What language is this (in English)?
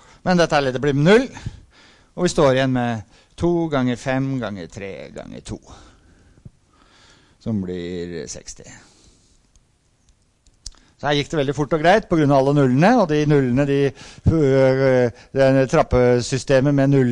Norwegian